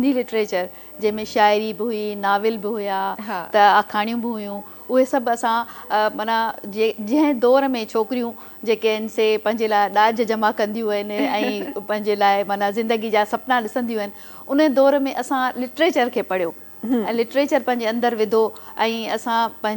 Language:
Sindhi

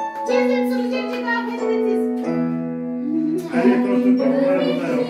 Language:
Crimean Tatar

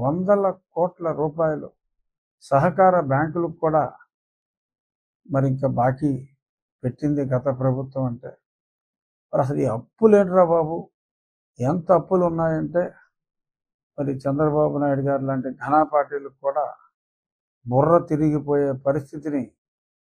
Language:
Telugu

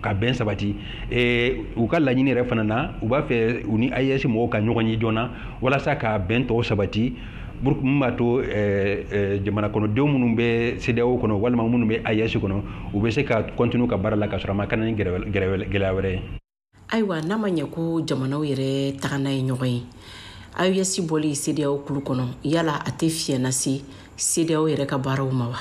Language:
Bambara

